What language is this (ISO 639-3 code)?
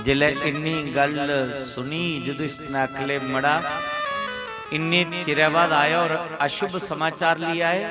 doi